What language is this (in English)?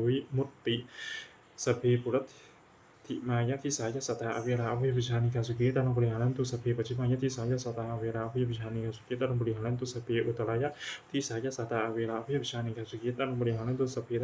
Pali